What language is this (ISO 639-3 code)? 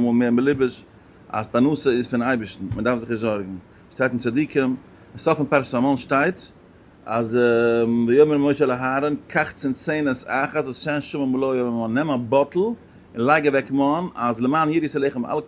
yid